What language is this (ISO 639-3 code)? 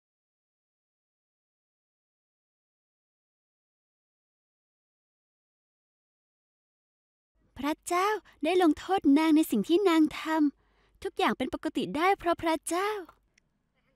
tha